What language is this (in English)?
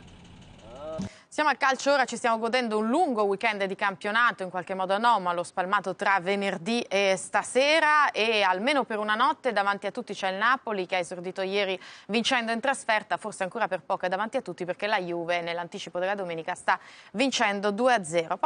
Italian